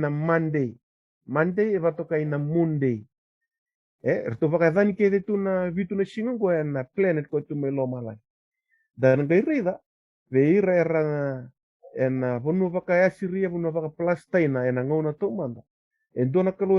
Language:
Fijian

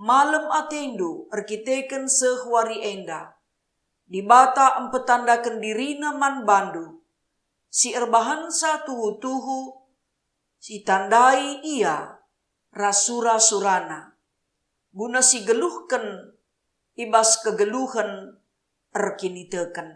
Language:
Batak Karo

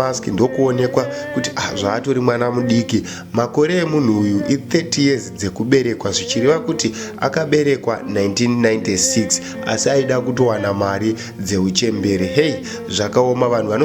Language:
Shona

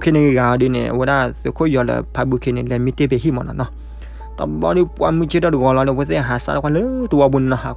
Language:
S'gaw Karen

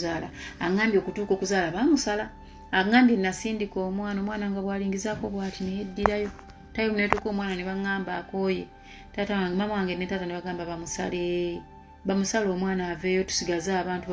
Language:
Ganda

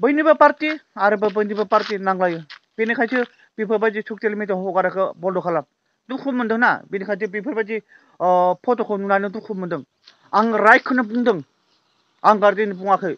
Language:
Bodo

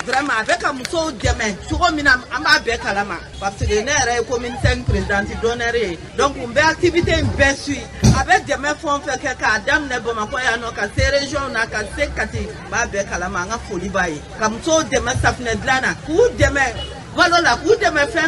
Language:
Bambara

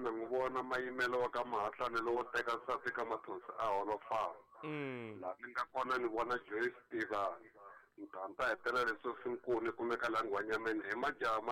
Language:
Tsonga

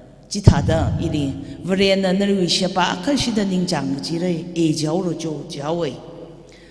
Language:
Tangkhul Naga (India)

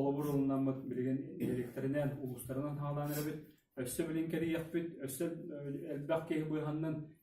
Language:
Yakut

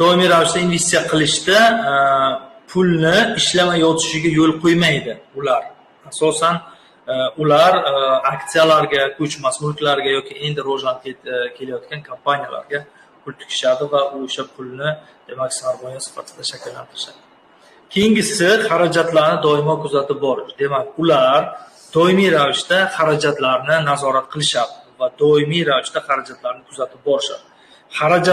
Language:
Uzbek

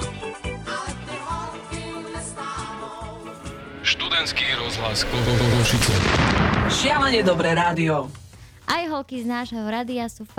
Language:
Slovak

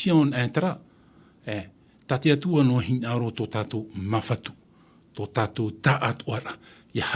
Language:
Tahitian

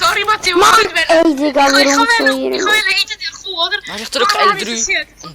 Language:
Swiss German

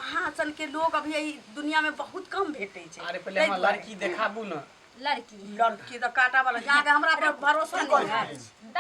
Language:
Maithili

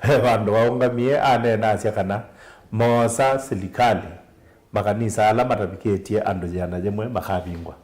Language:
Kamba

